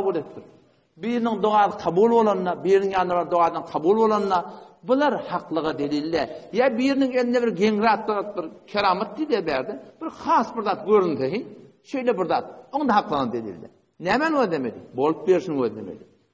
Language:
Turkmen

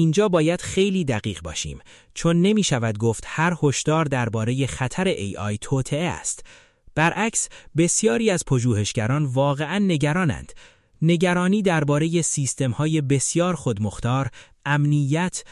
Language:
Persian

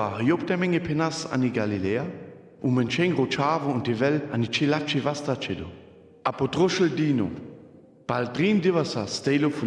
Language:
Sinte Romani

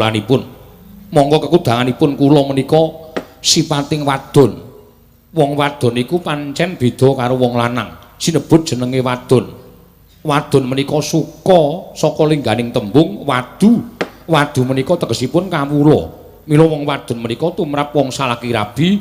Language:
Javanese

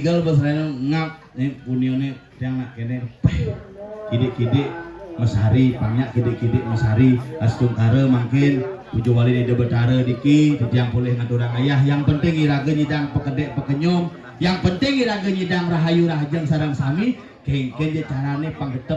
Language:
Balinese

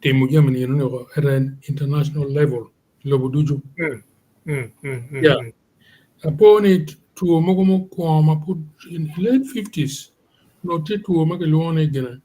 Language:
Acoli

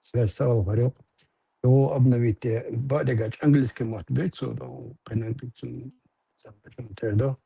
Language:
Chechen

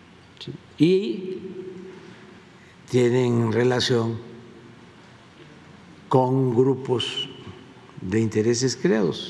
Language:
Spanish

